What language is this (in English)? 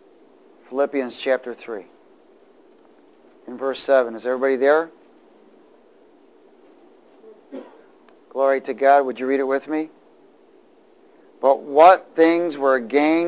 English